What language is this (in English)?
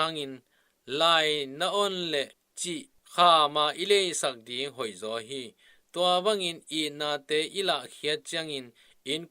Tedim Chin